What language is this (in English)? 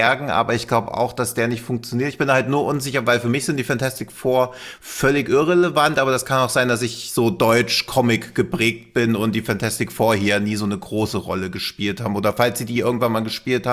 German